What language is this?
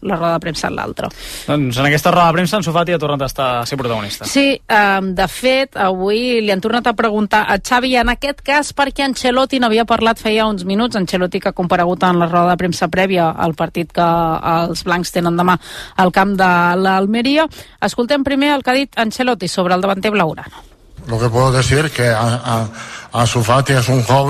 Catalan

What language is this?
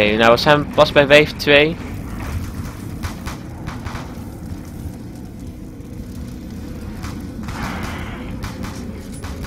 Dutch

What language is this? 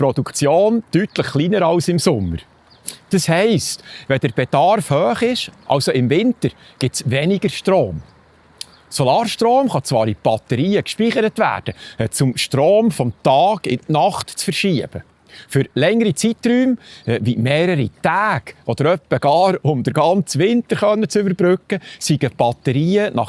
Swiss German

